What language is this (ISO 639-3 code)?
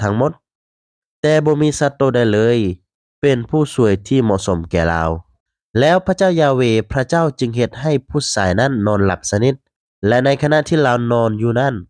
lao